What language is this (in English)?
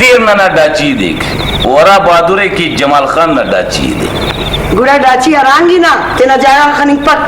Brahui